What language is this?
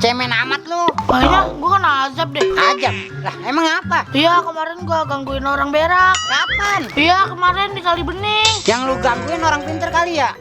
Betawi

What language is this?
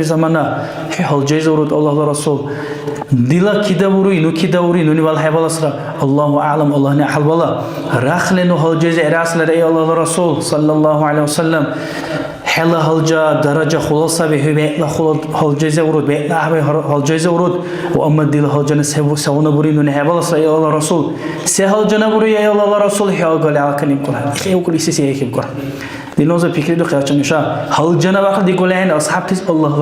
Dargwa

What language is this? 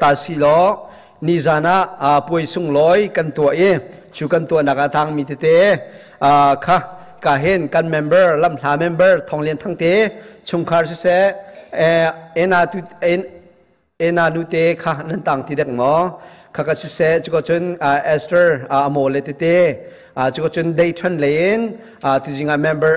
Hakha Chin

